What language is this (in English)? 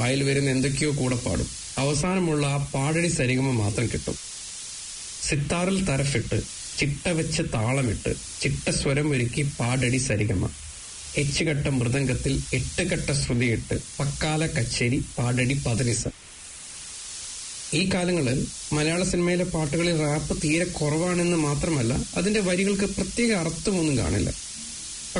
Malayalam